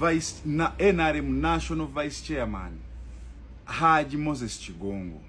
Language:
Ganda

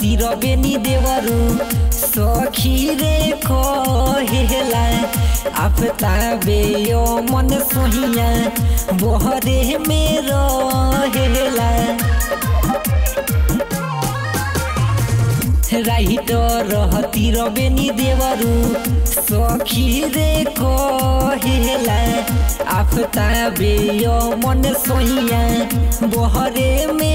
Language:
Bhojpuri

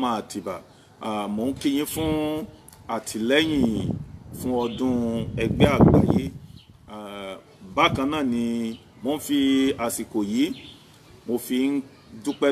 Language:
Yoruba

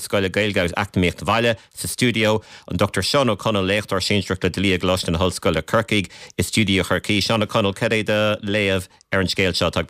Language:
Irish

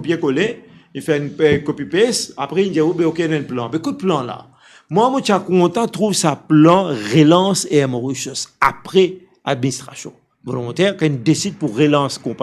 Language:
Morisyen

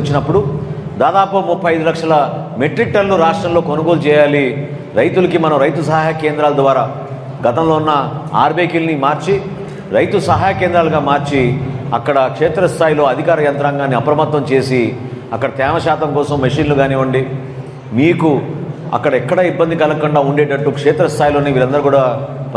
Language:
Telugu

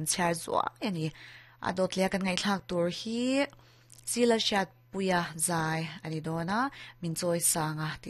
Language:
Mizo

